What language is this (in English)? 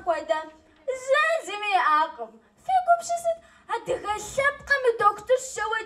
Kabardian